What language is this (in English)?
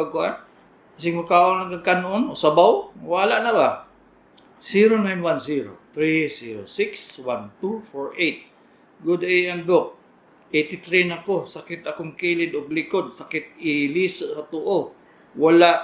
Cebuano